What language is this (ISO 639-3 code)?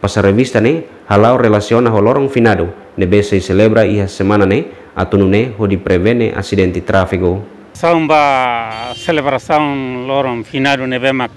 tet